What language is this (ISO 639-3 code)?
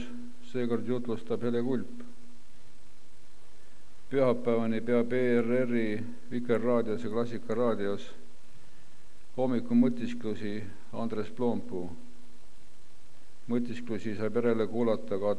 est